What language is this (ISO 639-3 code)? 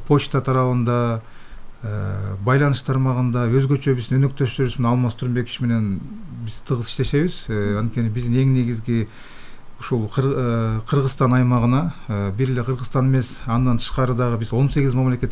kir